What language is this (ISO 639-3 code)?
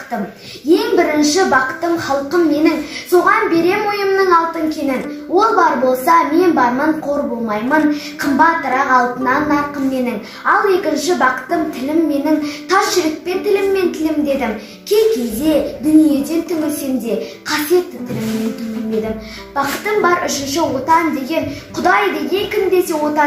kaz